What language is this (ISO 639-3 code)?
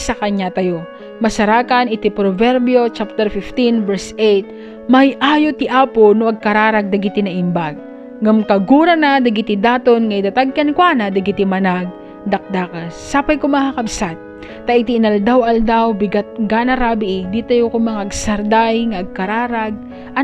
ilo